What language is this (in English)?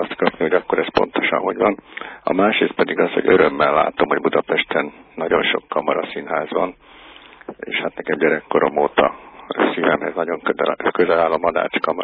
Hungarian